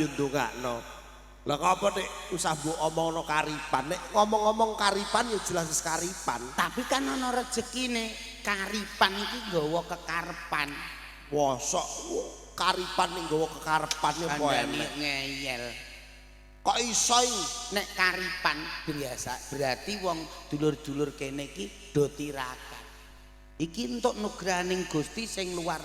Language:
Javanese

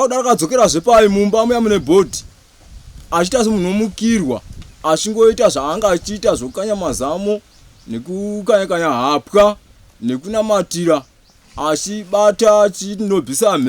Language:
Shona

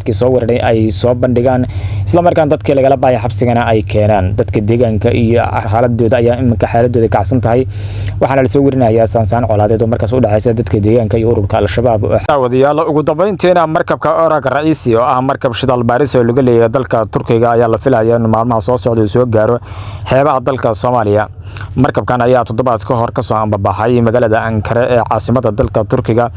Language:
Somali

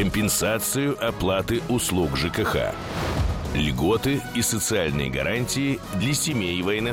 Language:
Russian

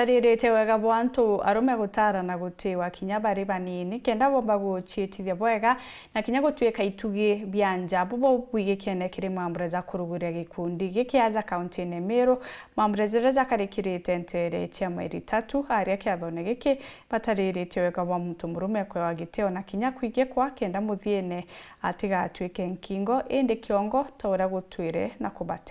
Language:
Meru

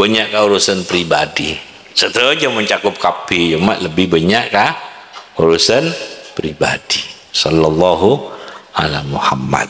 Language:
Madurese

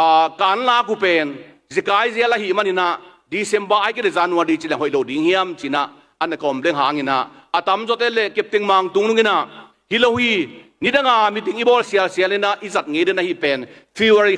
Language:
Tedim Chin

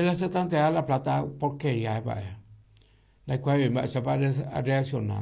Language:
Guarani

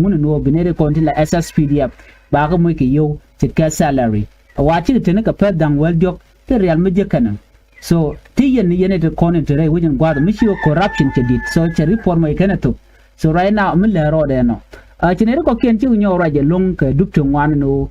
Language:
Nuer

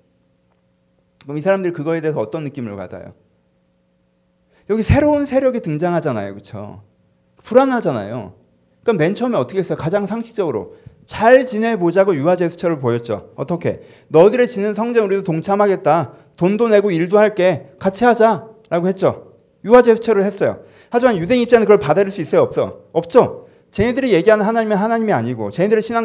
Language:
Korean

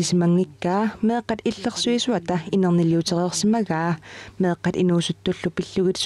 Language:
Kalaallisut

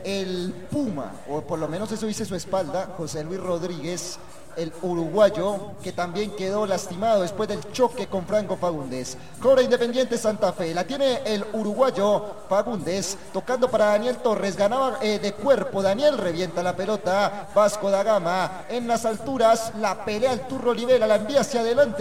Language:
Spanish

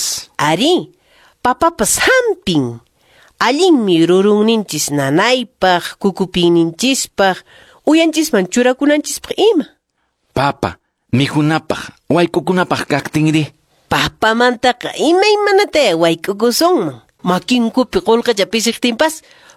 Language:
Quechua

